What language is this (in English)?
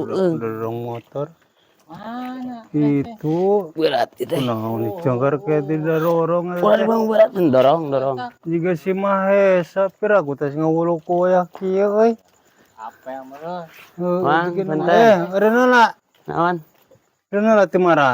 Sundanese